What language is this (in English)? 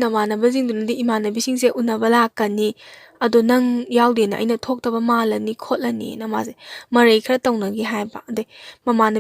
Manipuri